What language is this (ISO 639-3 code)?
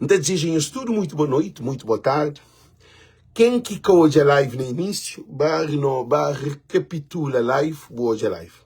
kea